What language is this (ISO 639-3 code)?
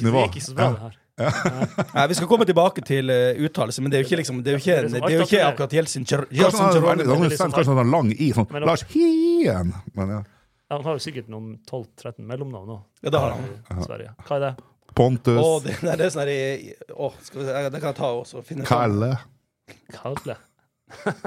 nor